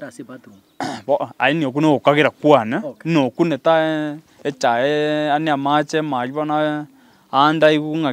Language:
Gusii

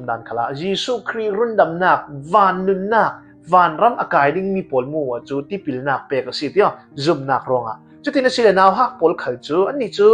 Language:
Hakha Chin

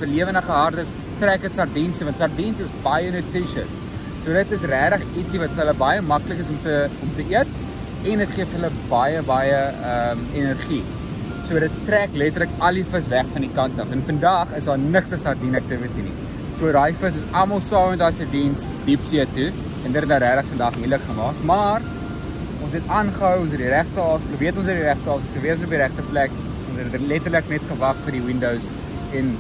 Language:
Afrikaans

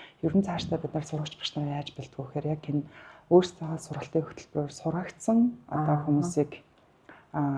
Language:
Mongolian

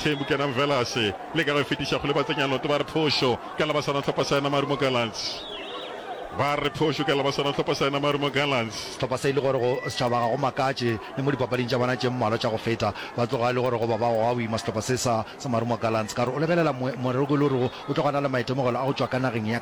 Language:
Northern Sotho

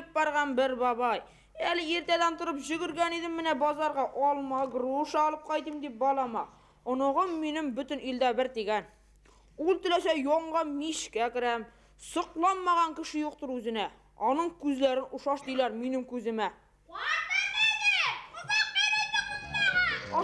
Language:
Bashkir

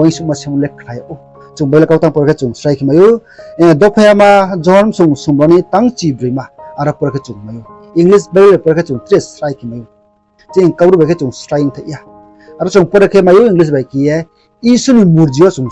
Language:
Riang (India)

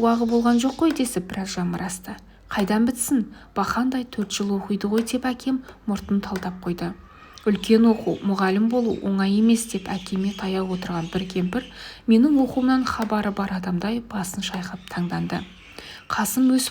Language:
Kazakh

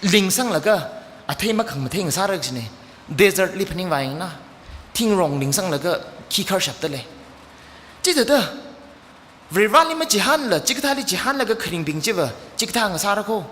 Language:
Tangkhul Naga (India)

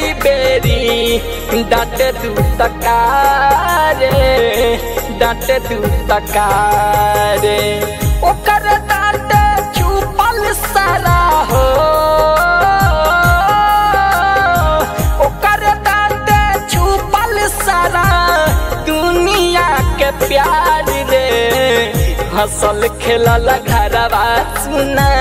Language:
Bhojpuri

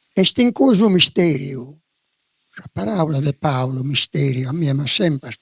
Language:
Sardinian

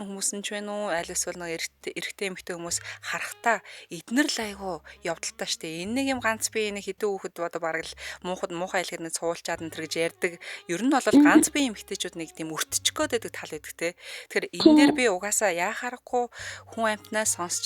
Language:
Mongolian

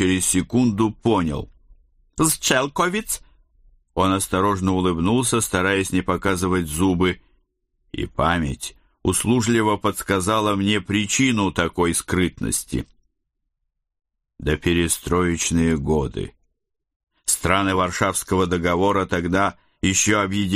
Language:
Russian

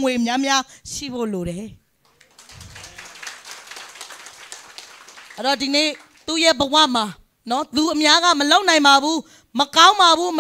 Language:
Burmese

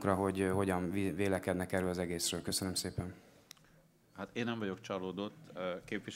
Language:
Hungarian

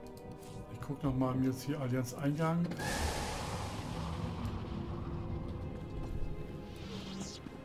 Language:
German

